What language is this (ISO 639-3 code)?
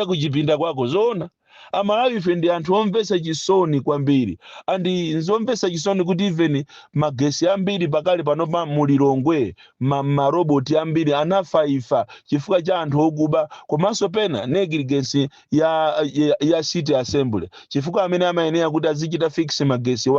nya